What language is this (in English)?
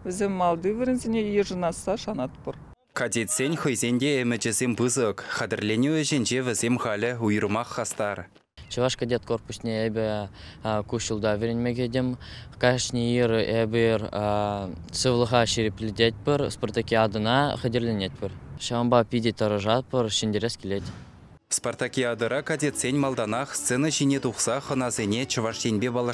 Chuvash